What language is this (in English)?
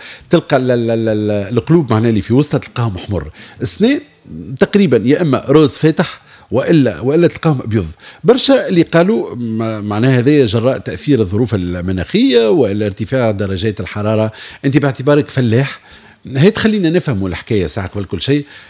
Tunisian Arabic